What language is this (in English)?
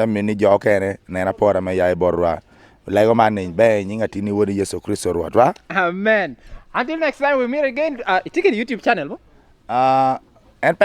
Lango (Uganda)